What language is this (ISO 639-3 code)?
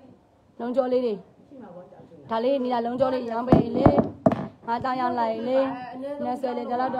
mya